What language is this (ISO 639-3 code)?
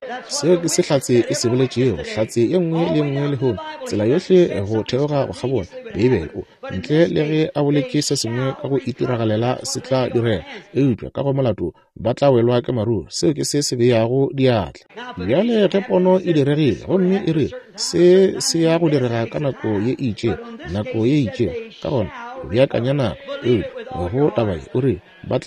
nso